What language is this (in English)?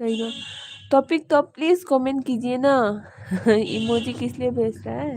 Manipuri